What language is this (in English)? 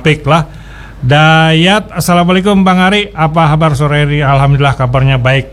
Banjar